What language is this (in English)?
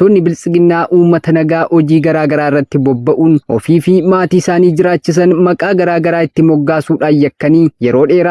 Oromo